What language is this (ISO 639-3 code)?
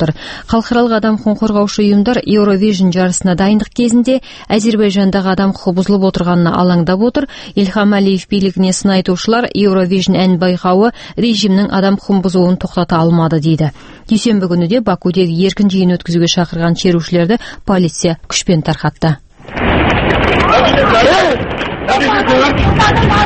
kaz